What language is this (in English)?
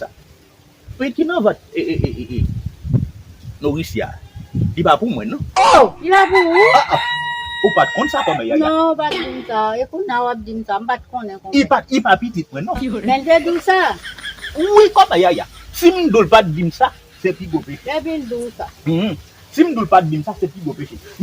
Haitian Creole